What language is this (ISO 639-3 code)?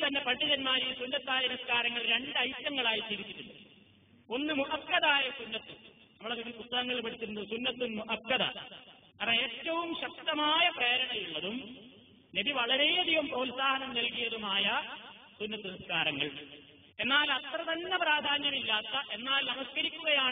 mal